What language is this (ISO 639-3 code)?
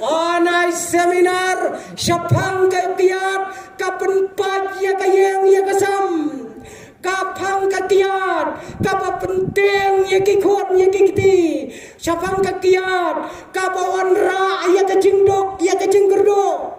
kha